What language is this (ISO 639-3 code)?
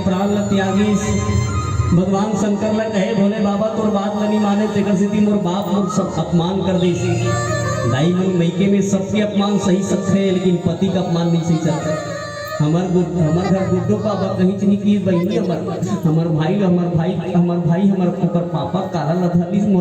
hne